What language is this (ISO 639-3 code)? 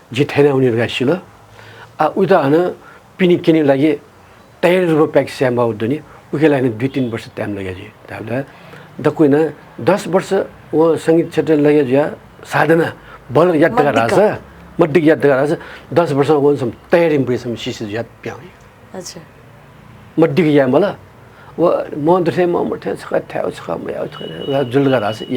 new